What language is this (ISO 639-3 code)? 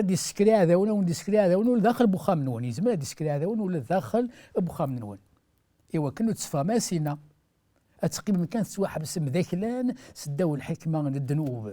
kab